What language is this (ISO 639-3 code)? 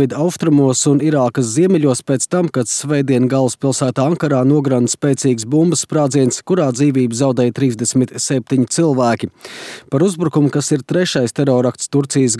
lav